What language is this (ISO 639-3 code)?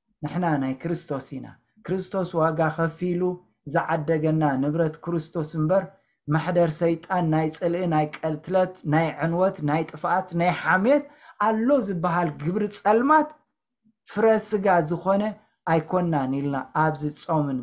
tir